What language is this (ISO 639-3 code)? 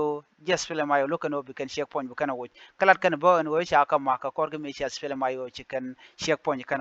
nus